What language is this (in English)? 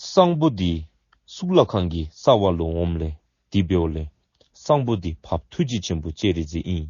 Dzongkha